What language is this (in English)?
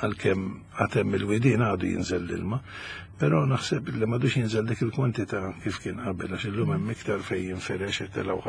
Maltese